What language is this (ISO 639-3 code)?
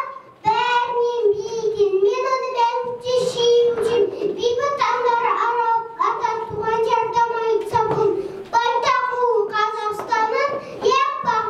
kaz